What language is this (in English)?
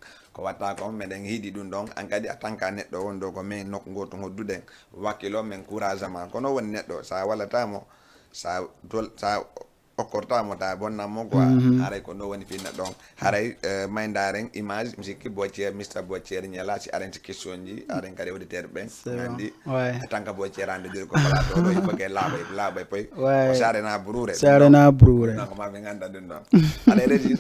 Fula